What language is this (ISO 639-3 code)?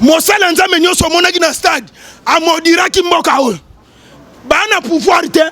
lin